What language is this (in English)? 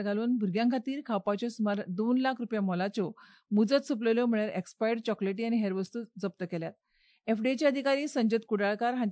Konkani